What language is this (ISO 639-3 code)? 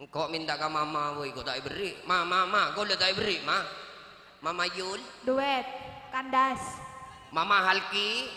mad